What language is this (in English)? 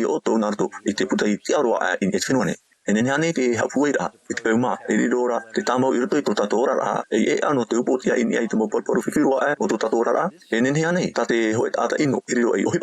Tahitian